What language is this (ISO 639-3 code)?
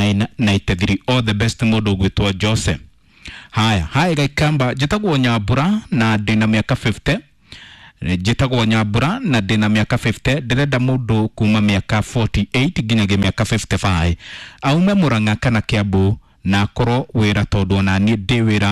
kik